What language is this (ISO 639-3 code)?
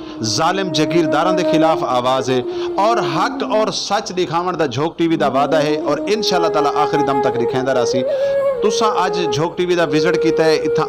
skr